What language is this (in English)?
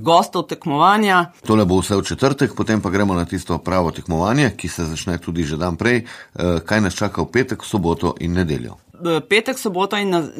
Slovenian